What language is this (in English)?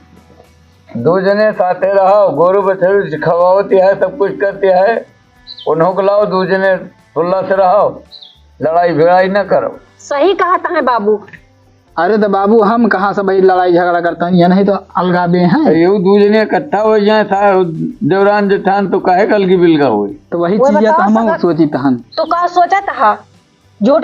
Awadhi